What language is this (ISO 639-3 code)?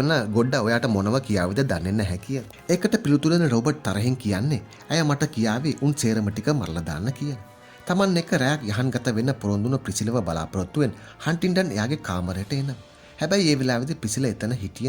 sin